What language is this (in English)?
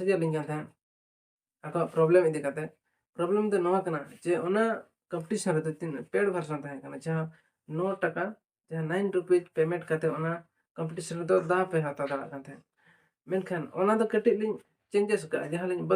Santali